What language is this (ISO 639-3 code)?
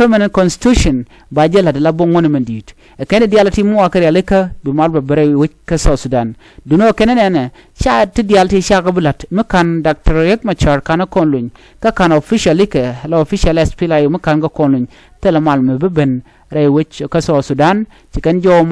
nus